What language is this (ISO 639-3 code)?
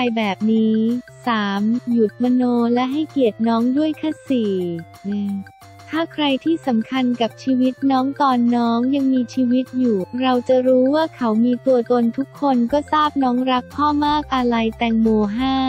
tha